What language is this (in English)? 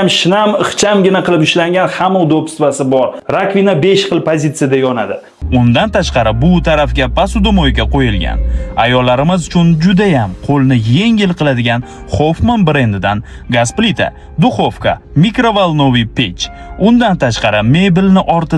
Uzbek